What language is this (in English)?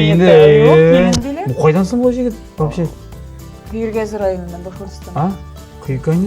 Tatar